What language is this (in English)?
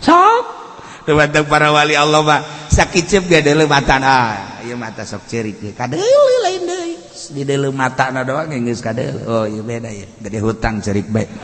Sundanese